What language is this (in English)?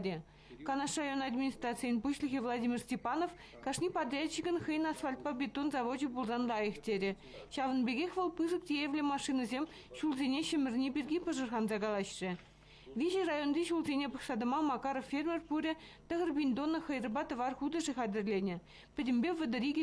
Chuvash